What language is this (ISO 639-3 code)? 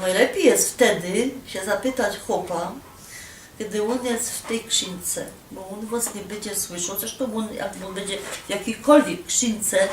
szl